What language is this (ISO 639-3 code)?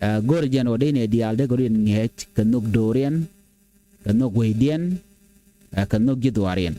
nus